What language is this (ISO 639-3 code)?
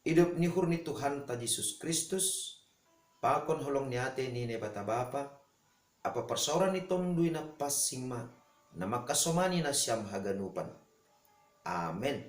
bts